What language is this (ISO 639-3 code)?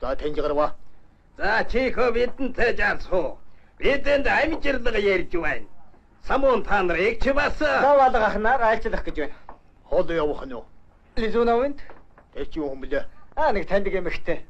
mon